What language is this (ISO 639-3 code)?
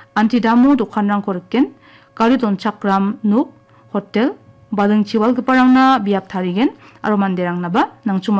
grt